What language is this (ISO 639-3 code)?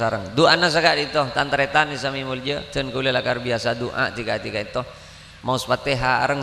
mad